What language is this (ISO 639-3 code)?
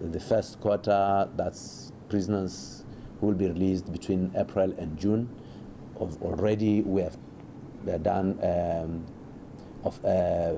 tsn